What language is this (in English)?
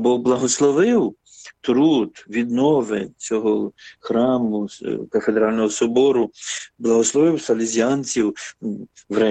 Ukrainian